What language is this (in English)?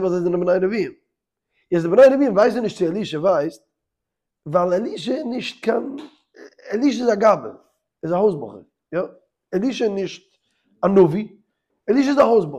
Yiddish